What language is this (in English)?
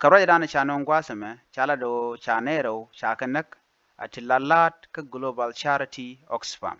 Nuer